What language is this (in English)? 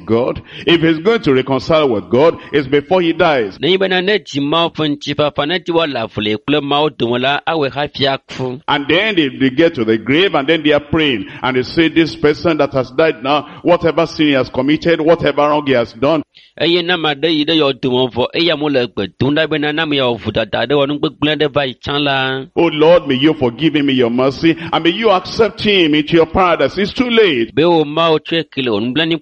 Ewe